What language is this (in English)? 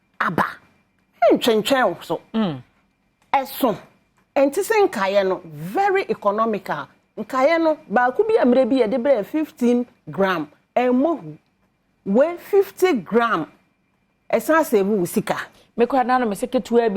Akan